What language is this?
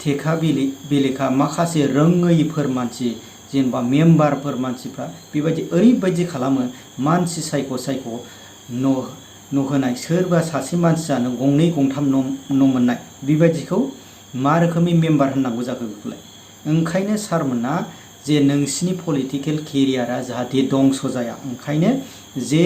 Bodo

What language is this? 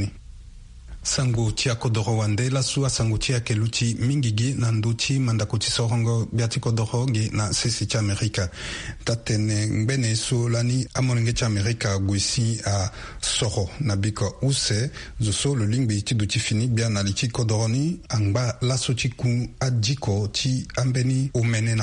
Sango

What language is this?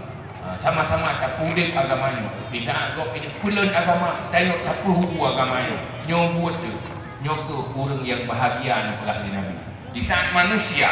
Achinese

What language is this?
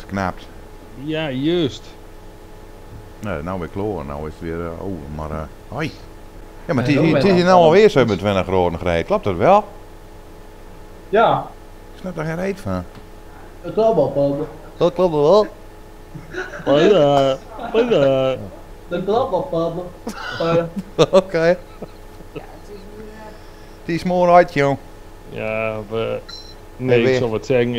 Dutch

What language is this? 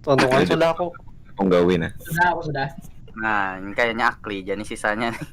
Banjar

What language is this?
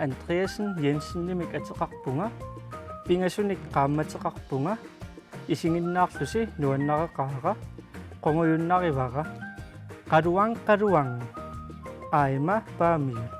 Kalaallisut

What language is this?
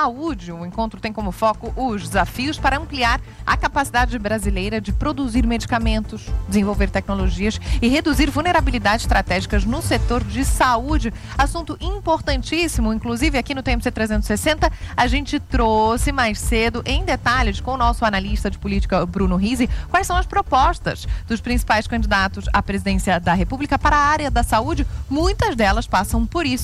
Portuguese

